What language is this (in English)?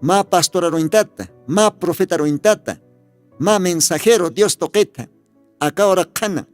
Aymara